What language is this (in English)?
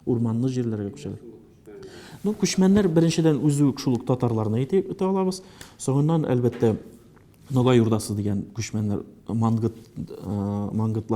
Tatar